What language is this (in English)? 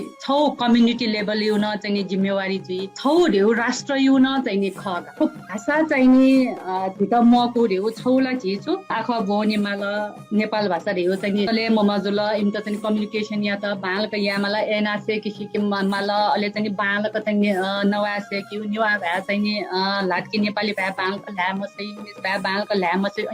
Newari